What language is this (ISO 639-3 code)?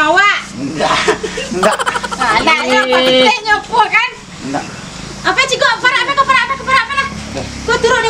min